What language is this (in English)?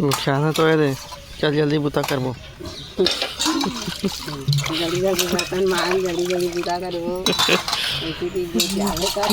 Chhattisgarhi